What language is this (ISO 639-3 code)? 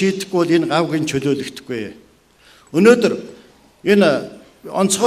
mon